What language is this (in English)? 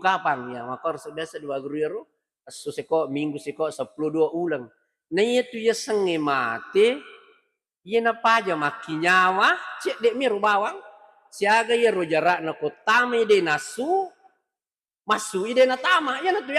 Buginese